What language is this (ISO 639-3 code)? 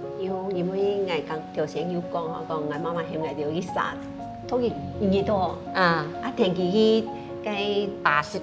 hak